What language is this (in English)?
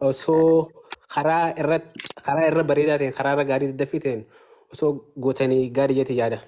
Oromo